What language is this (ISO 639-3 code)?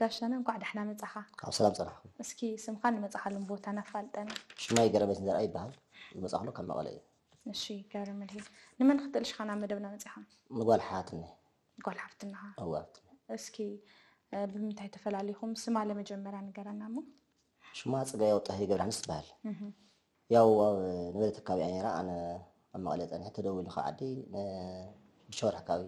tir